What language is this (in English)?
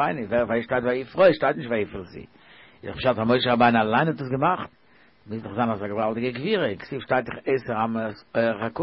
Yiddish